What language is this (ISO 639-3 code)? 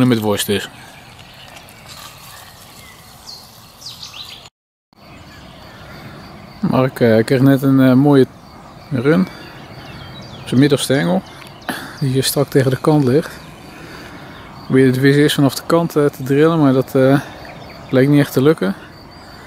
nld